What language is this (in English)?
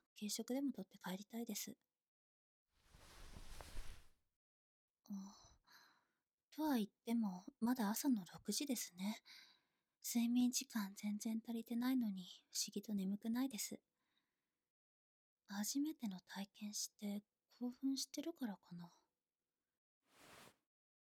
Japanese